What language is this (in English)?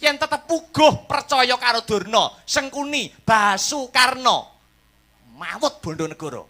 Javanese